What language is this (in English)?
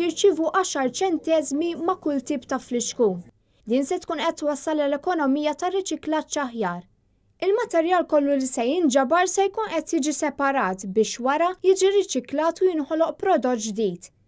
Maltese